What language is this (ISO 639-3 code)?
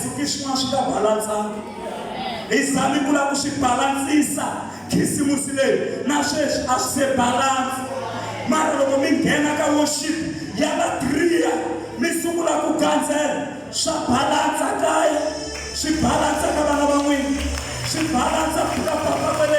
tso